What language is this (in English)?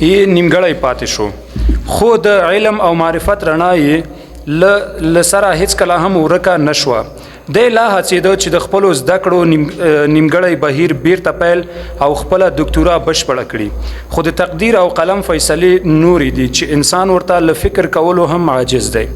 Pashto